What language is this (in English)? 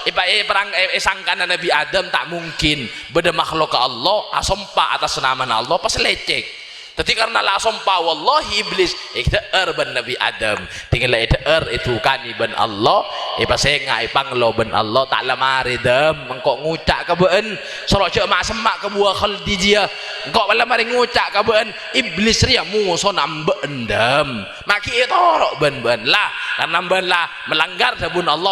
Madurese